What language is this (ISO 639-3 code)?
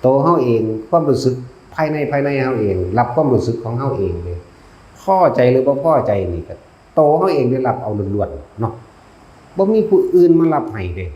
lao